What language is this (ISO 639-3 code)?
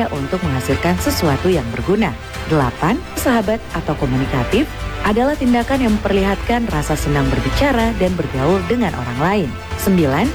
ind